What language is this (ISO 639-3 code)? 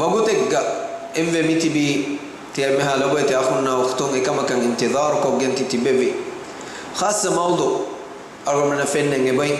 div